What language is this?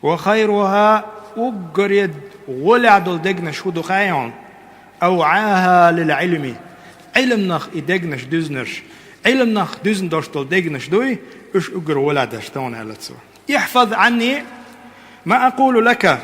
Chechen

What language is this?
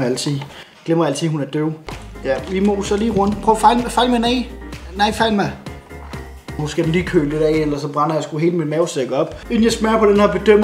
Danish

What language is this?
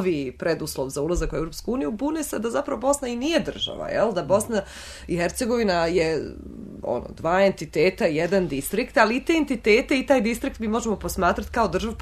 Bosnian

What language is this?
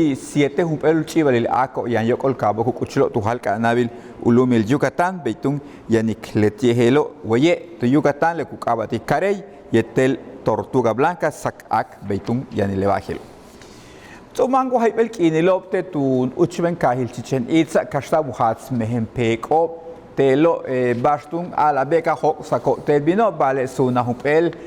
Yucateco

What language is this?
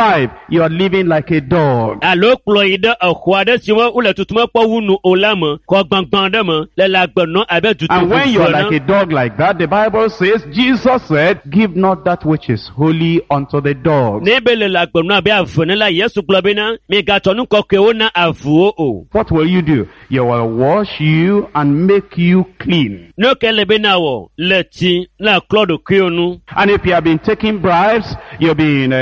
Ewe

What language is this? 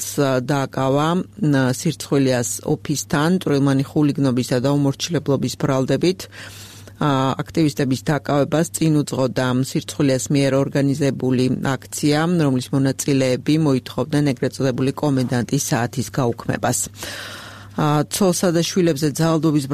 Georgian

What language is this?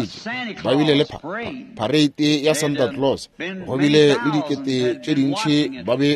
Northern Sotho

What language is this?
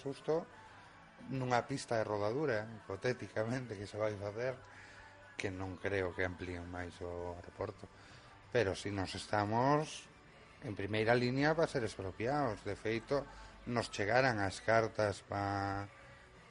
Galician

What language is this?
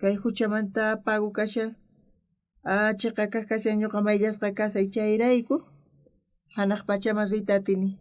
South Bolivian Quechua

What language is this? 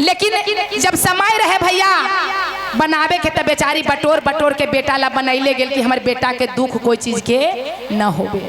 Magahi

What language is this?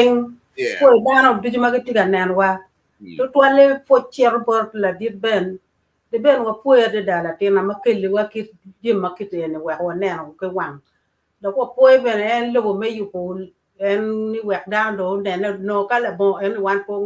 Acoli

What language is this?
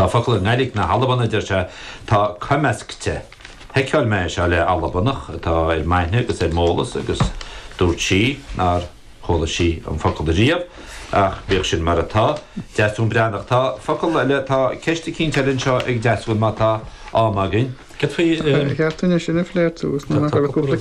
Irish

